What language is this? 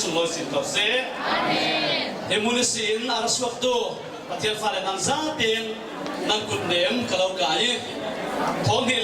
Falam Chin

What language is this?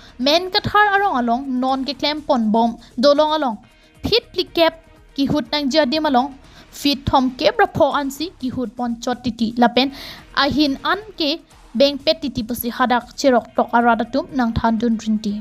Karbi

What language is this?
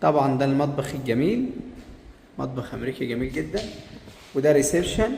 Egyptian Arabic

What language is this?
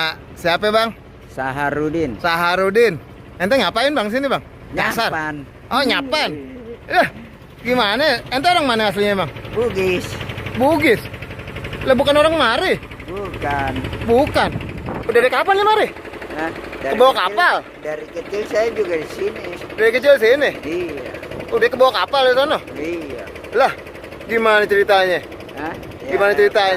Betawi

